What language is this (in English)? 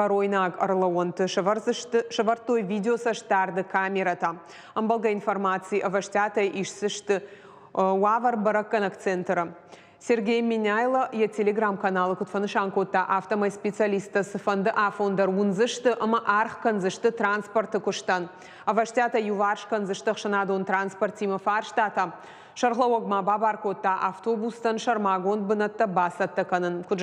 Ossetic